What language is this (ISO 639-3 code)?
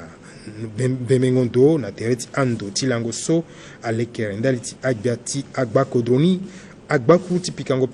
sag